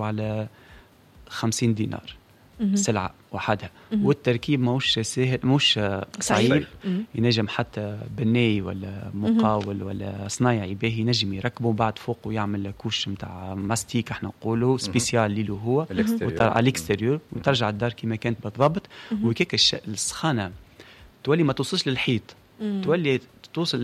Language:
Tunisian Arabic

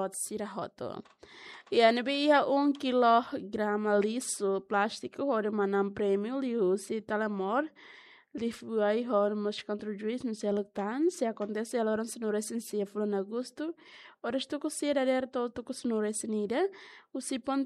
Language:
Tetum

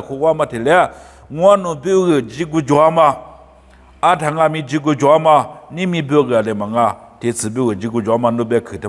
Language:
Lisu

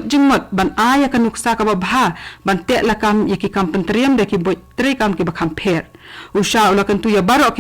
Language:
Khasi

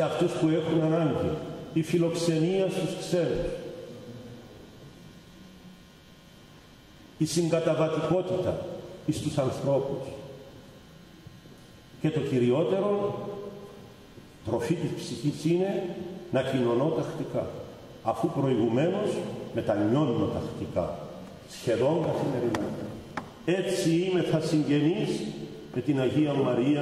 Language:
Greek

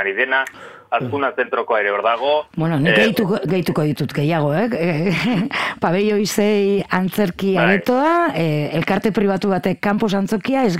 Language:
Basque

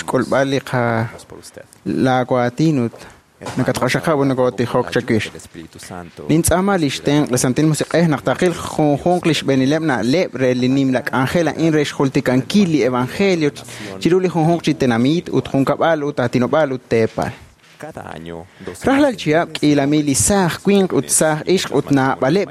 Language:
Kekchí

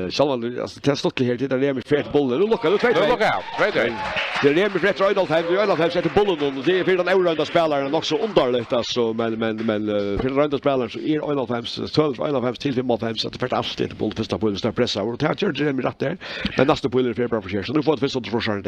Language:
Faroese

